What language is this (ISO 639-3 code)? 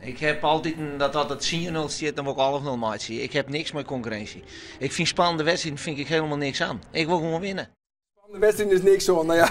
fry